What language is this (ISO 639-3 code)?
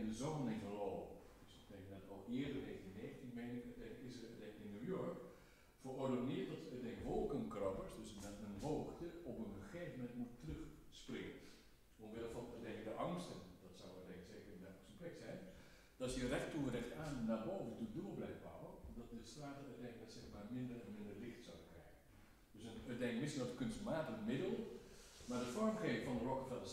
nld